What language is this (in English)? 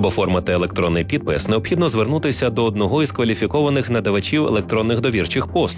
Ukrainian